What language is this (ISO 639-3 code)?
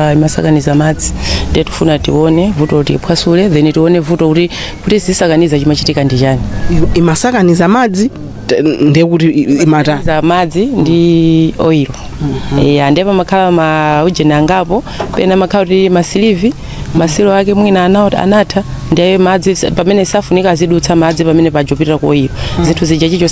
nya